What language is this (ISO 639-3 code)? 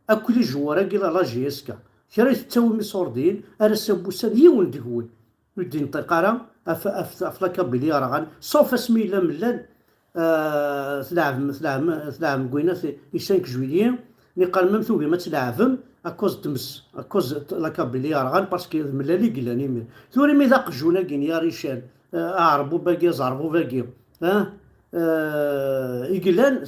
kab